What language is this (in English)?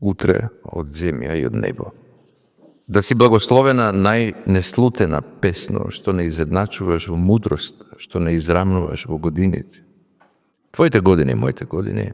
Macedonian